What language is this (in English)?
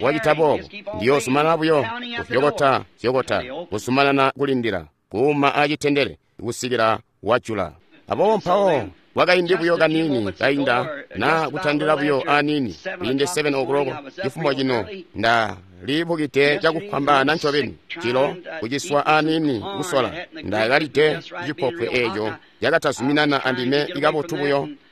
Tonga (Zambia)